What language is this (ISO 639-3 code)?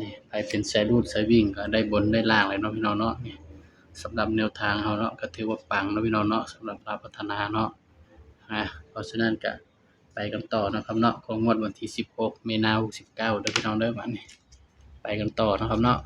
tts